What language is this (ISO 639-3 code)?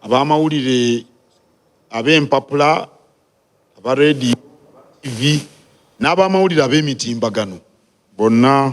lug